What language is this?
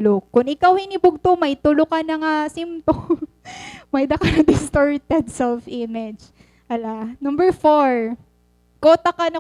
Waray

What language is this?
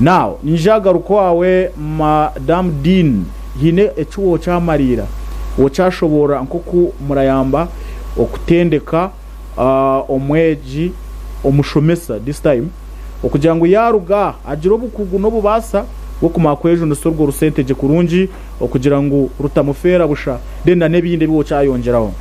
Nyankole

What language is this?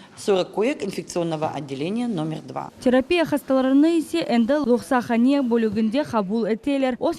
Crimean Tatar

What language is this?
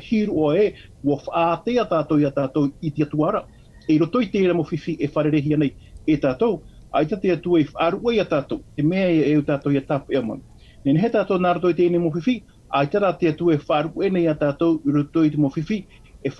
Tahitian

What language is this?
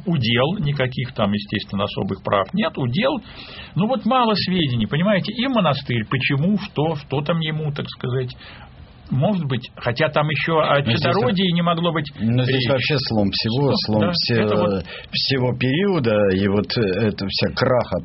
Russian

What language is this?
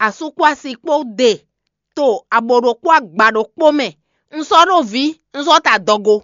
Fon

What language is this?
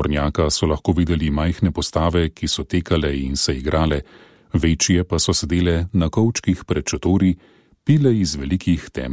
Slovenian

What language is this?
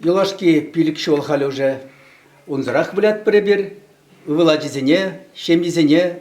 Chuvash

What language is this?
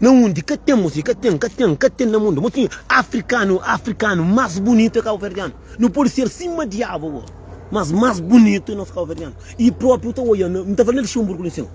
Kabuverdianu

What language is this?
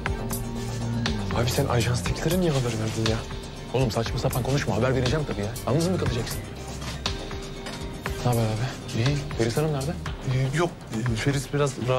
Turkish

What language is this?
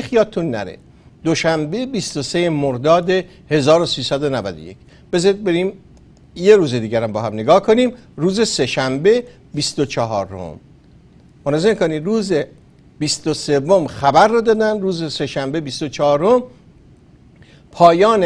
Persian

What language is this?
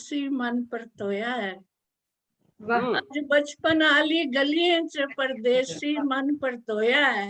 Dogri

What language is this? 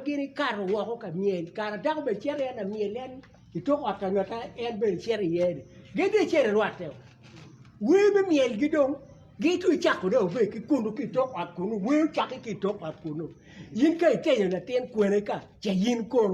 Acoli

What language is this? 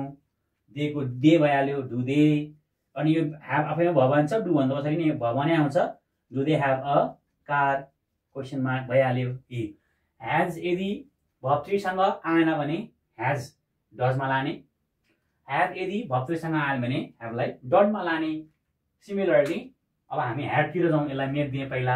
Nepali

